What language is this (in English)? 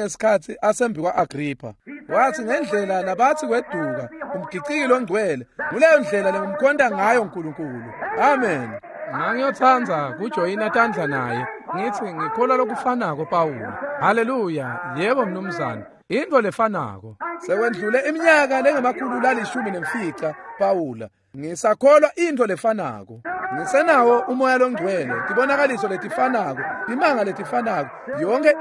Swati